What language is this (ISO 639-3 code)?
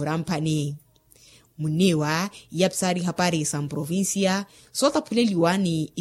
vmw